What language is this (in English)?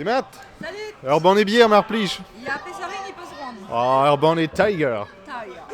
Breton